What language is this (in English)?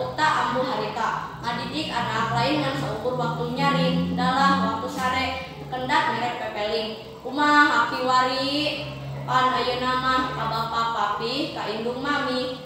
Sundanese